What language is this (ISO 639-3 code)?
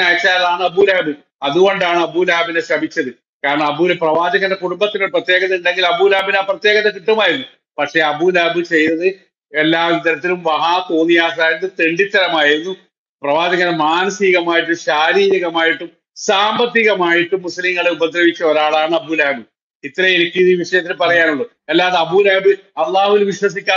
mal